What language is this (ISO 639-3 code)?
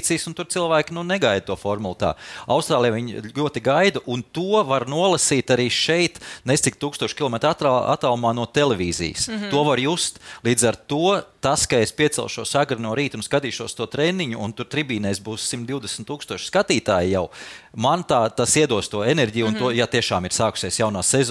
lav